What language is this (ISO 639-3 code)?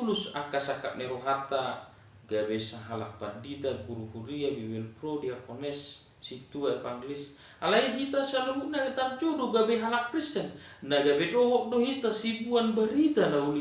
bbc